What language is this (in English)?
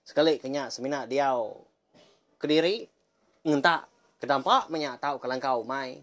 Iban